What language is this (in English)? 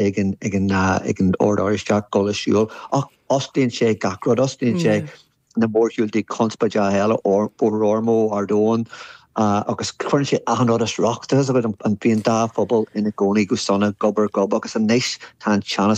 Irish